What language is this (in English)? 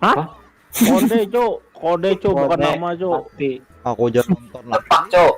Banjar